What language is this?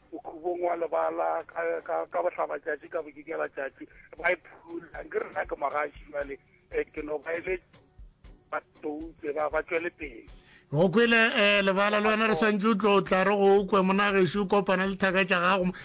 Northern Sotho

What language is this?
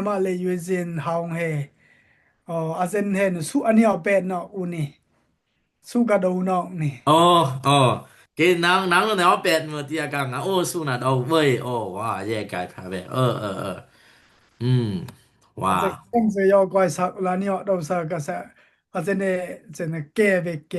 Dimasa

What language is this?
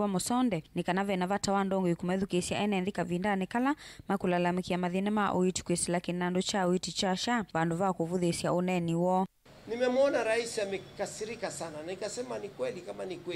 Kamba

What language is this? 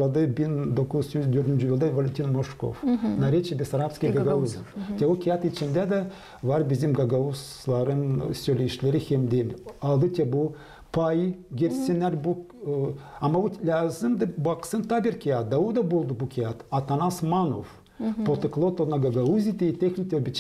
Gagauz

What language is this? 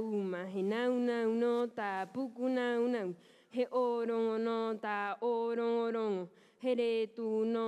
Rapanui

